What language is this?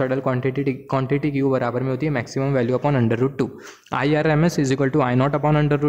Hindi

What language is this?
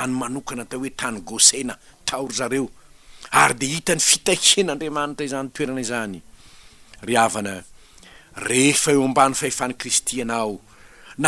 Malagasy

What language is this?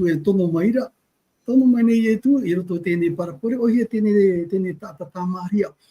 Tahitian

